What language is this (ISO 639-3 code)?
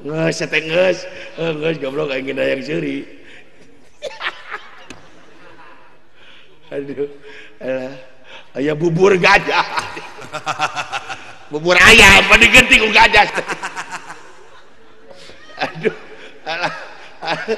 sun